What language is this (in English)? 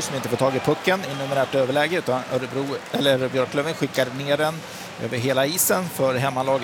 Swedish